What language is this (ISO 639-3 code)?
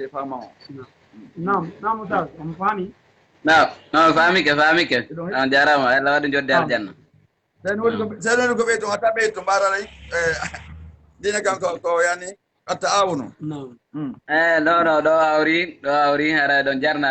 ful